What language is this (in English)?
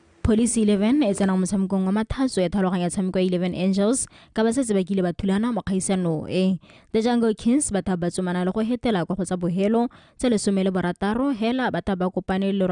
Tswana